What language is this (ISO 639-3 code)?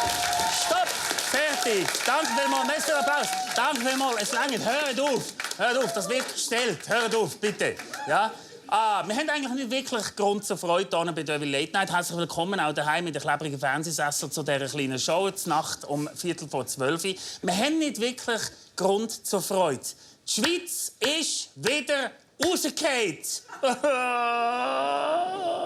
gsw